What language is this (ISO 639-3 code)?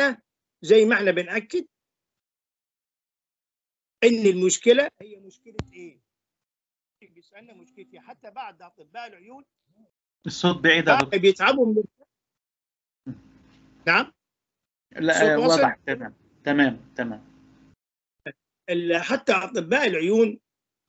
arz